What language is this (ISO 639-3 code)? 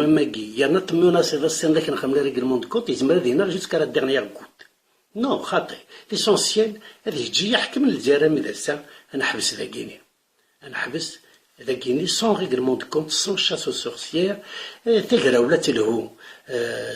kab